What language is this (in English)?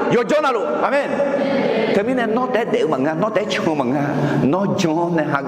Akha